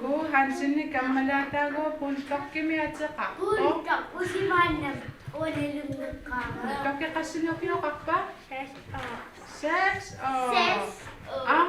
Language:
Kalaallisut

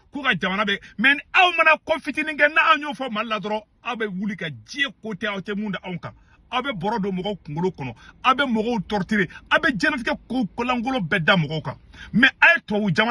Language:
Bambara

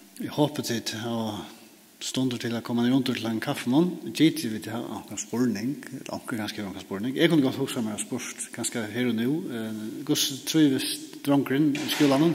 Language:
Faroese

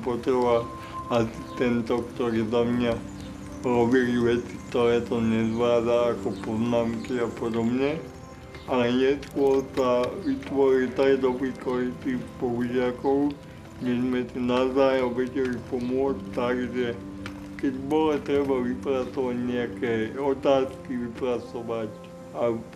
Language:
Slovak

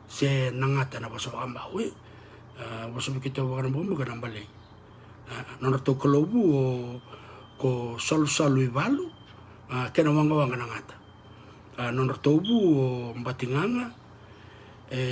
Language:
Fijian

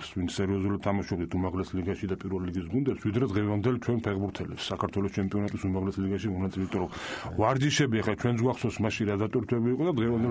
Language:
Georgian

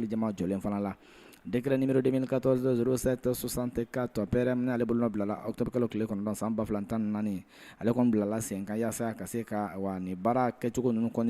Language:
Bambara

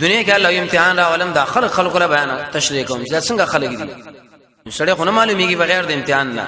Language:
Pashto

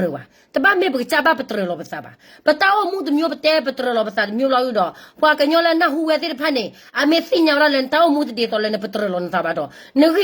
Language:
S'gaw Karen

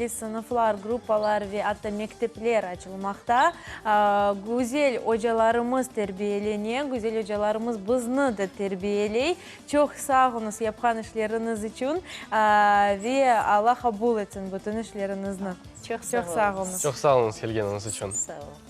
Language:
Crimean Tatar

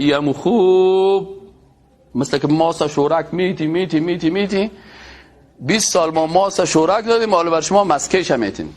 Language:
Persian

